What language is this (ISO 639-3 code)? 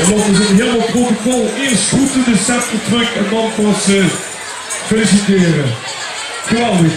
lim